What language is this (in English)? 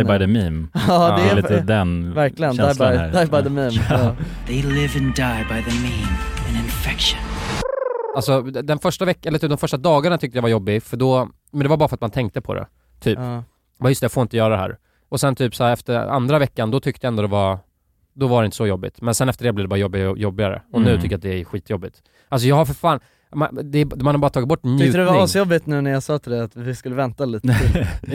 Swedish